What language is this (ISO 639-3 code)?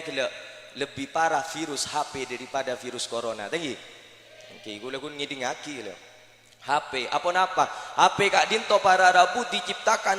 mad